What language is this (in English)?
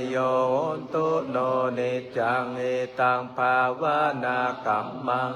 Pali